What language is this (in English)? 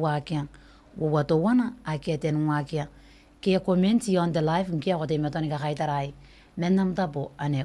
Gilbertese